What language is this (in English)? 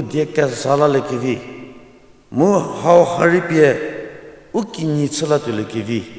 Angami Naga